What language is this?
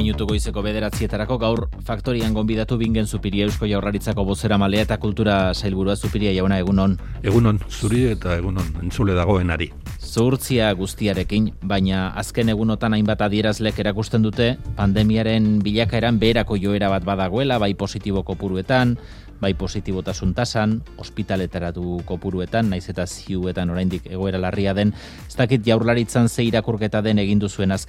Basque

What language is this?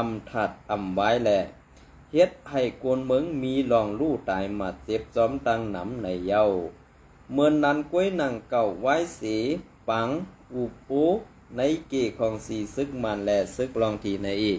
Shan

